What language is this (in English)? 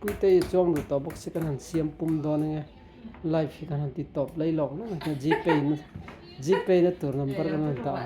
Mizo